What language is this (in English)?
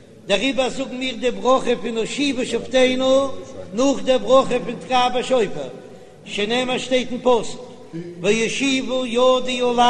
Yiddish